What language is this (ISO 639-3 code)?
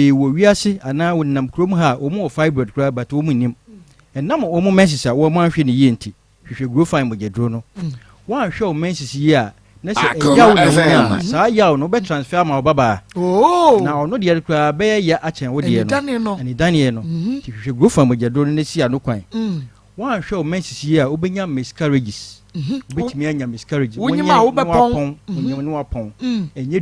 aka